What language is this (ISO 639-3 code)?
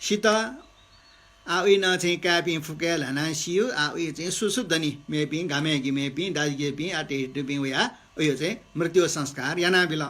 new